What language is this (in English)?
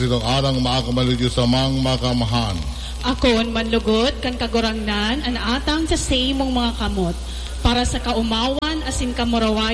Bikol